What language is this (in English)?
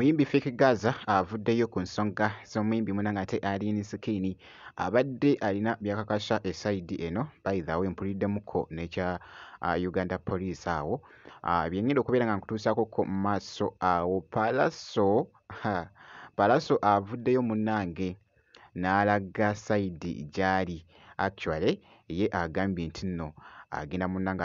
Ganda